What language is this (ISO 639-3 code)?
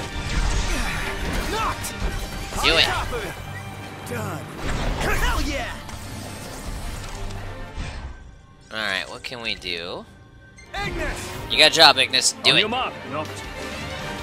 eng